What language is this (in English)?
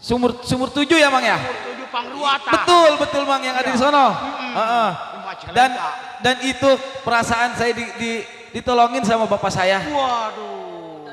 Betawi